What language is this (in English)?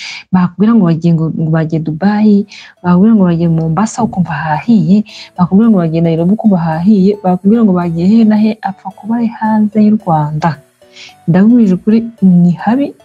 Kinyarwanda